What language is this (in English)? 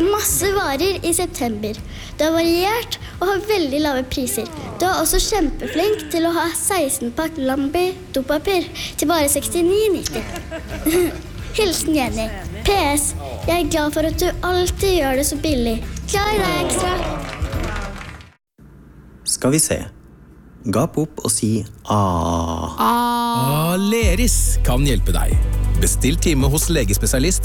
Norwegian